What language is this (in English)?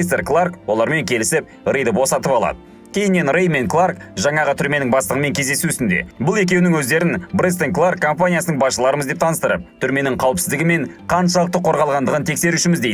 Kazakh